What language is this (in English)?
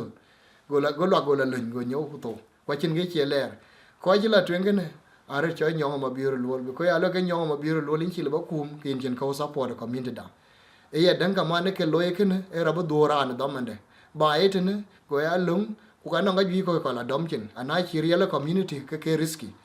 Dinka